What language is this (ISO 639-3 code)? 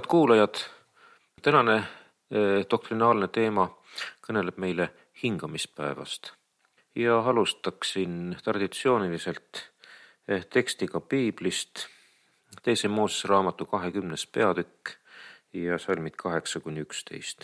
est